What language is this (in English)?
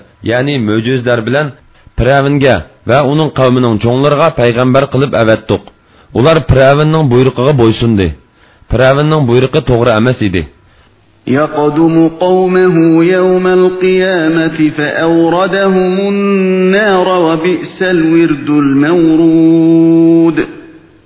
Uyghur